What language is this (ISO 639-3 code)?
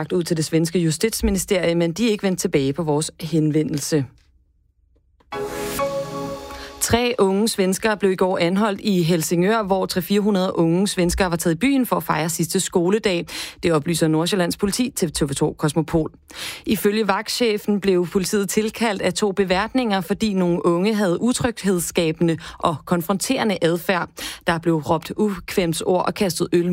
dan